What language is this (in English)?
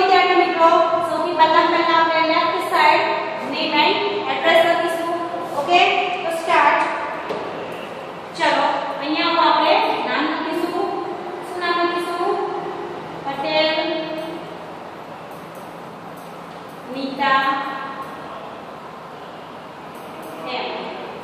Gujarati